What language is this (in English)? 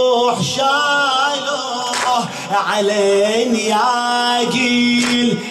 Arabic